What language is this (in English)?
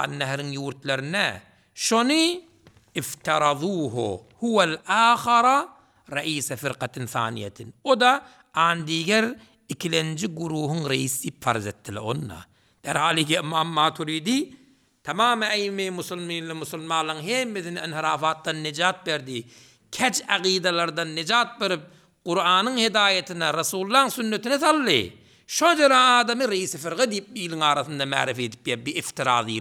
Turkmen